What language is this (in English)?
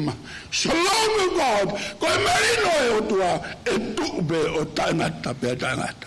Tongan